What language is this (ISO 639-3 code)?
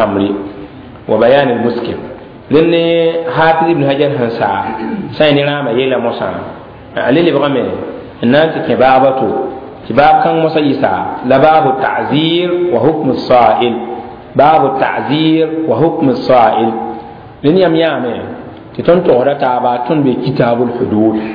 mos